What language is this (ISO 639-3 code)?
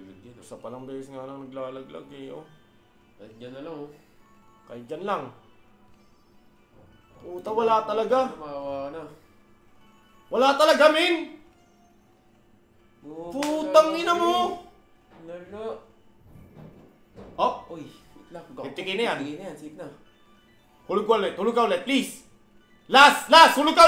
fil